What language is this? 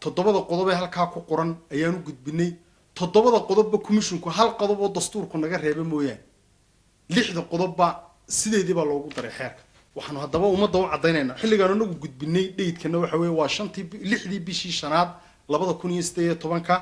Somali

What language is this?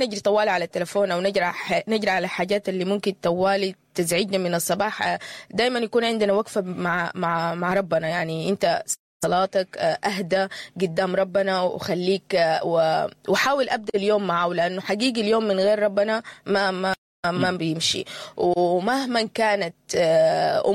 Sudanese Arabic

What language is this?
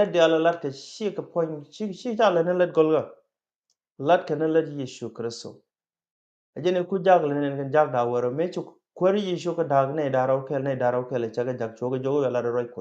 Nuer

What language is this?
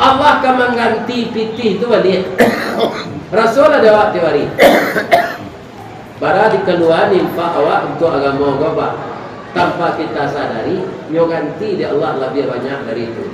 Minangkabau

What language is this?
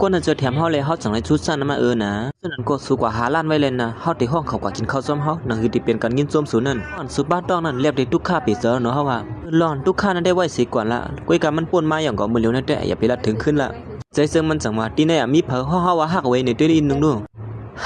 Shan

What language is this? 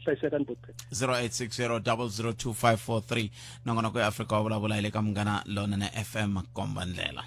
Tsonga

